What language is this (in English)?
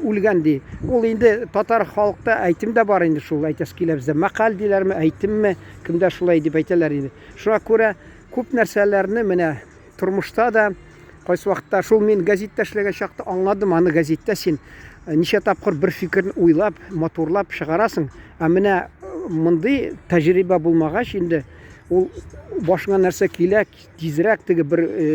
Tatar